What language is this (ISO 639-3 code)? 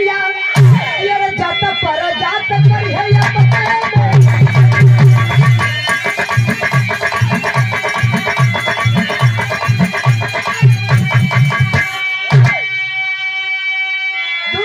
bho